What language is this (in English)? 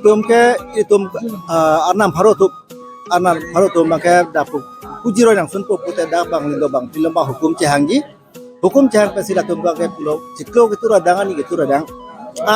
Karbi